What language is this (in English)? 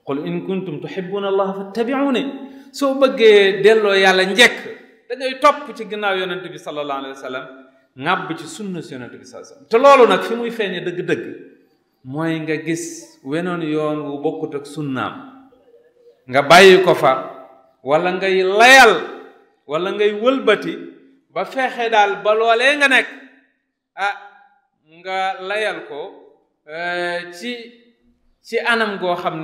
Wolof